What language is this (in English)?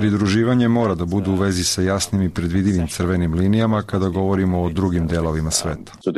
Serbian